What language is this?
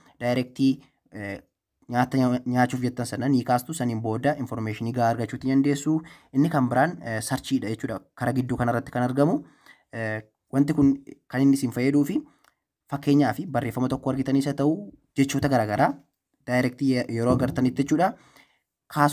Oromo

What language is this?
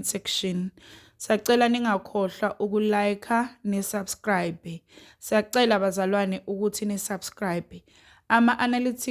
Zulu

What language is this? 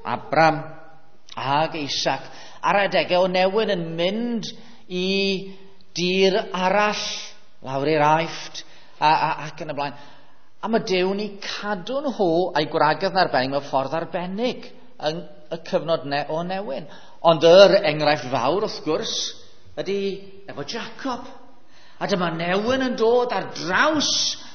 Welsh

